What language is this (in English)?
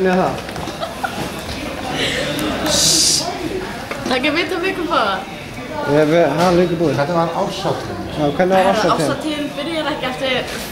Icelandic